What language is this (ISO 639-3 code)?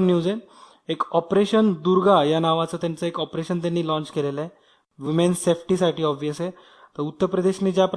mar